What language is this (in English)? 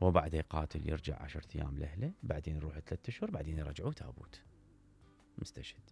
Mesopotamian Arabic